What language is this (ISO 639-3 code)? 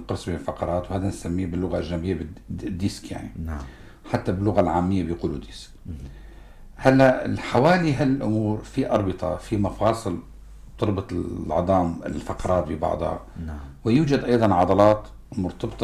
apc